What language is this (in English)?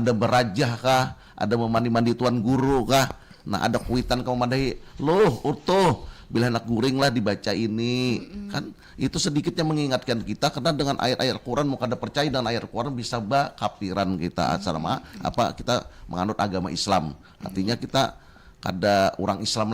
Banjar